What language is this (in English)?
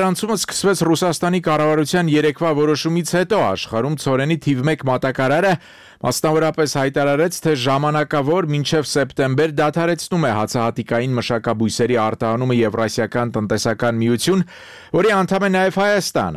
Armenian